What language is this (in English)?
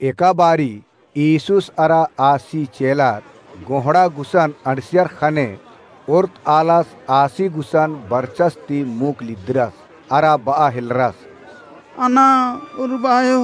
Kurukh